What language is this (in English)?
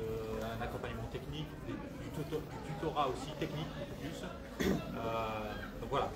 French